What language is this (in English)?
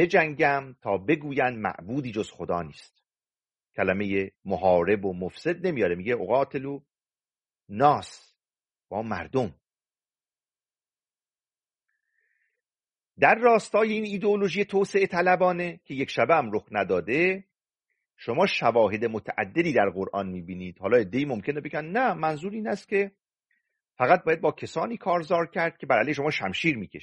Persian